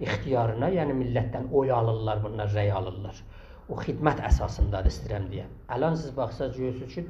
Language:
South Azerbaijani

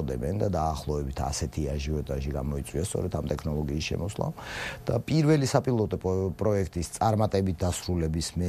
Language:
Georgian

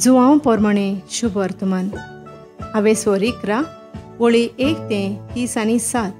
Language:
Konkani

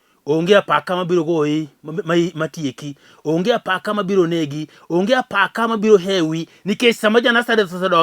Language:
Luo (Kenya and Tanzania)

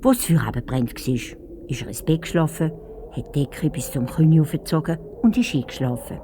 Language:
Swiss German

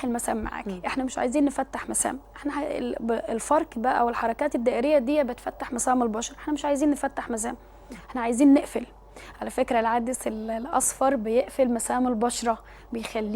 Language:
Egyptian Arabic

